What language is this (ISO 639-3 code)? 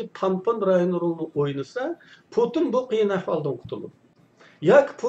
uig